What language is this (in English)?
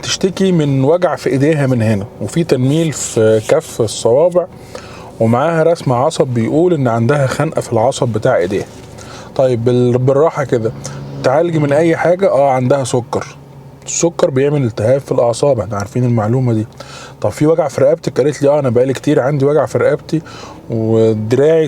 Egyptian Arabic